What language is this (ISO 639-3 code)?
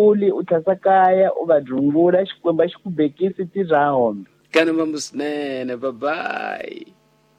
tso